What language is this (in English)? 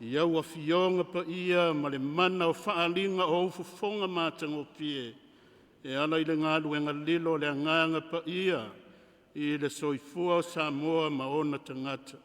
Samoan